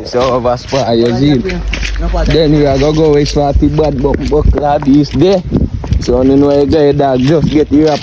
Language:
Jamaican Creole English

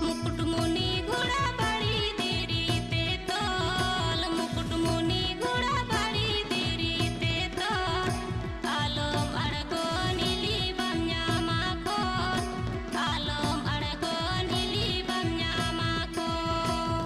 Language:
Santali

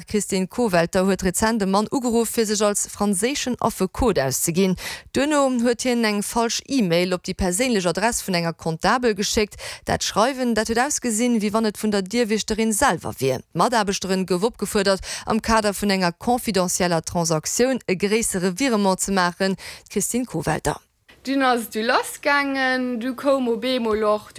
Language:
Luxembourgish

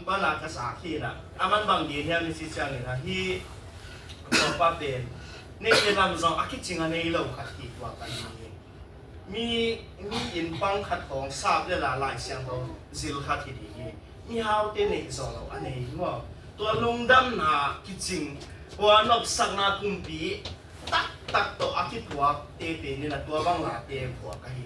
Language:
Tedim Chin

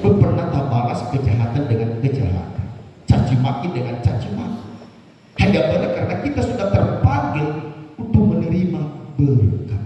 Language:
Nias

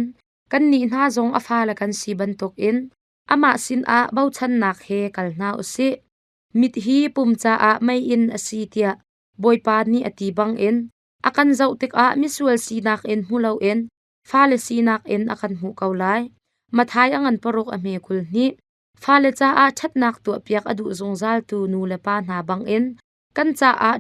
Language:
Hakha Chin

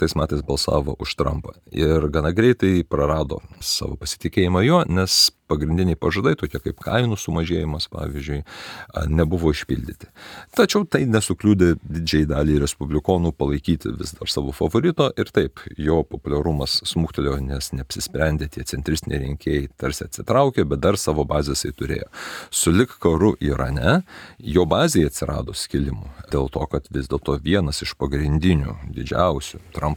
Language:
Lithuanian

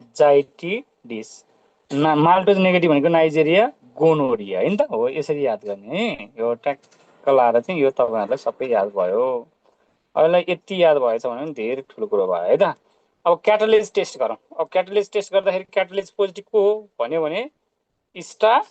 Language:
Nepali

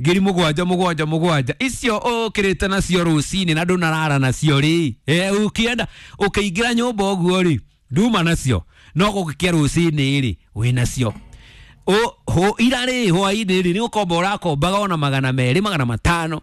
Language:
Kikuyu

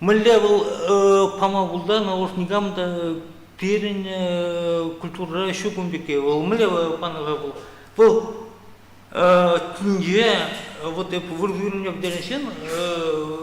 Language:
Chuvash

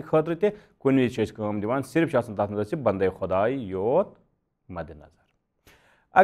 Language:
Kashmiri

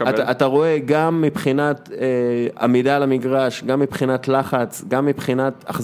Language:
Hebrew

